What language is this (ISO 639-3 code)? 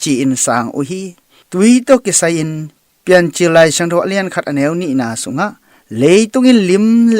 ctd